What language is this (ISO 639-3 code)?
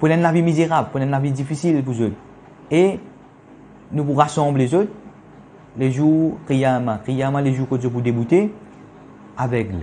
mfe